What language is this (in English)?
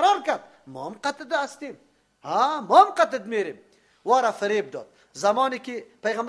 Persian